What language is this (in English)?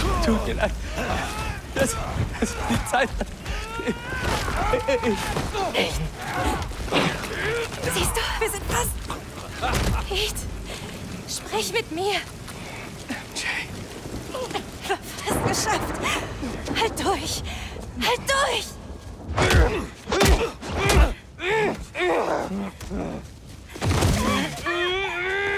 German